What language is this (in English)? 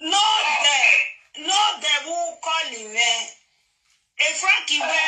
Nigerian Pidgin